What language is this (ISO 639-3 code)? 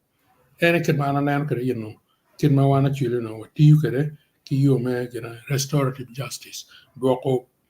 ach